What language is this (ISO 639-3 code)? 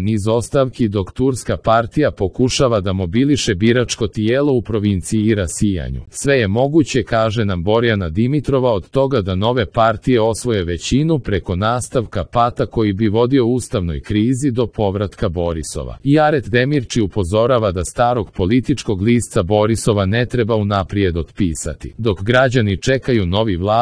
hrv